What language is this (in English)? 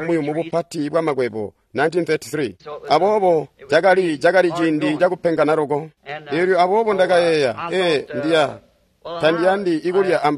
Tonga (Zambia)